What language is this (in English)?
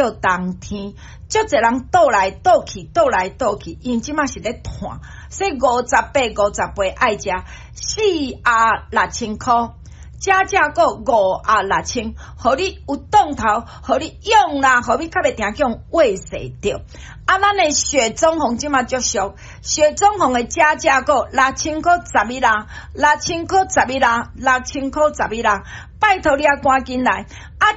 Min Nan Chinese